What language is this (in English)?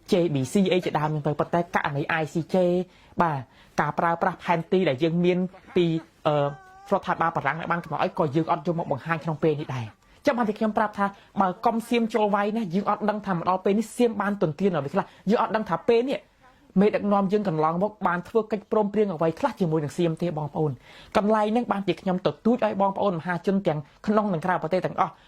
Khmer